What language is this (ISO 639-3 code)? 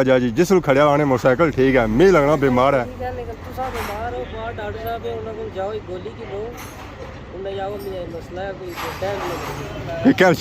phr